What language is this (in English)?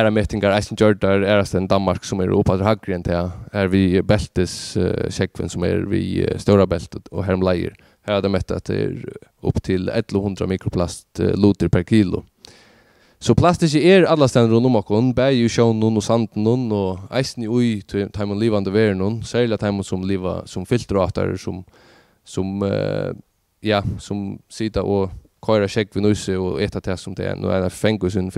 Faroese